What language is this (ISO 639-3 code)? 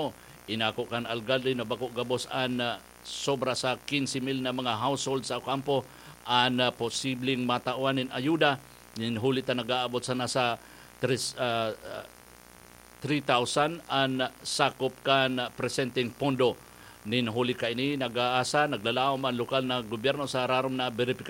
bik